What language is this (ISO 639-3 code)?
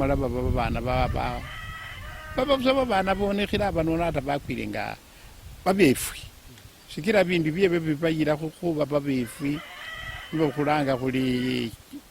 luy